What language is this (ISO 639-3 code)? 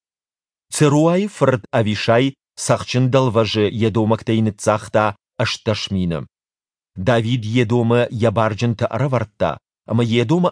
oss